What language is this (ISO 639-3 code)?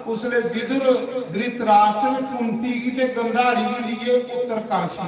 doi